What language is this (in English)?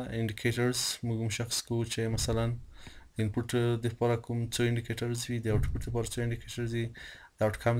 Pashto